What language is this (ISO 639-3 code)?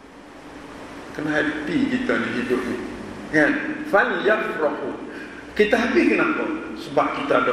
msa